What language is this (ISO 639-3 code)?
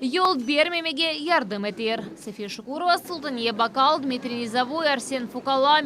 crh